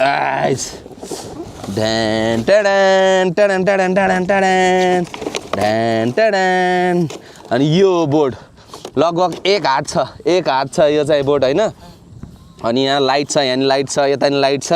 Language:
Nepali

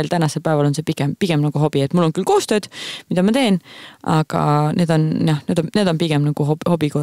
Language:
Estonian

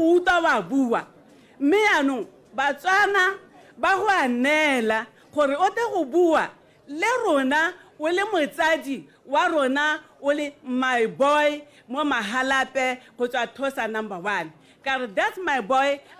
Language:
Tswana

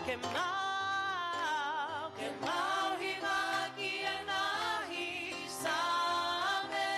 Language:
Tongan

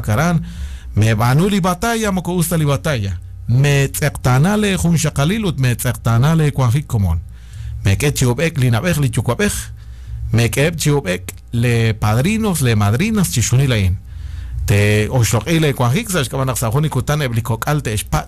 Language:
Kekchí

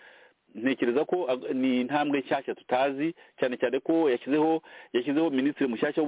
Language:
Kinyarwanda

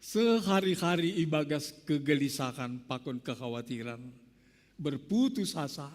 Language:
Batak Simalungun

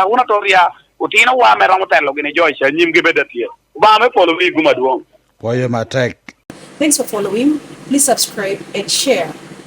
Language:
Lango (Uganda)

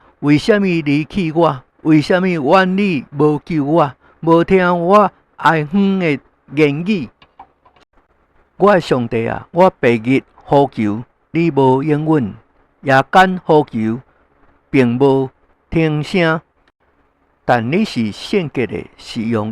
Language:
Min Nan Chinese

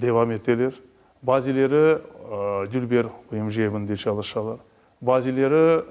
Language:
Crimean Tatar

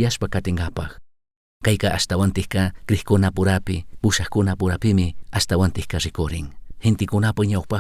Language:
Chimborazo Highland Quichua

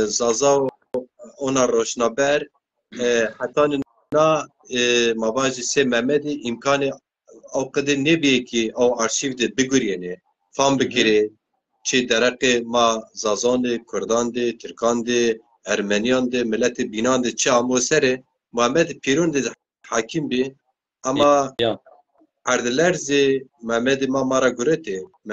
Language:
Zaza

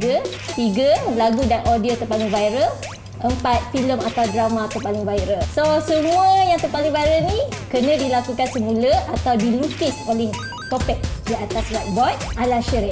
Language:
Malay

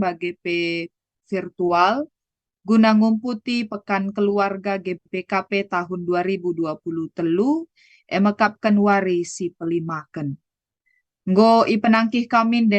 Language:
Batak Karo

